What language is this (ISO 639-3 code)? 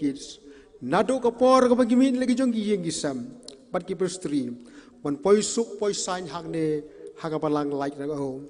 kha